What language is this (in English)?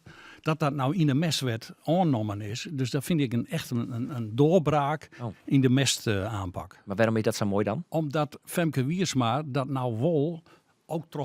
Western Frisian